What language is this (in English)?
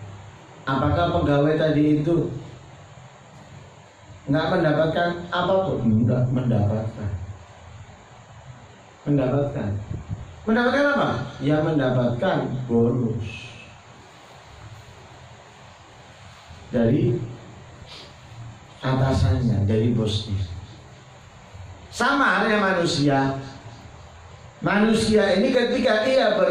Indonesian